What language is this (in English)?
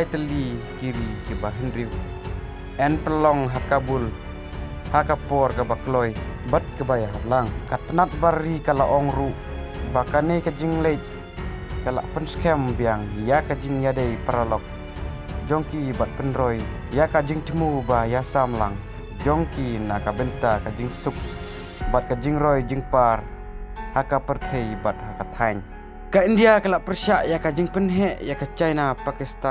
Khasi